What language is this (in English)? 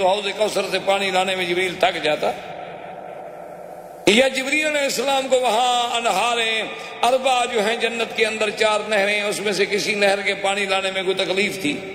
Urdu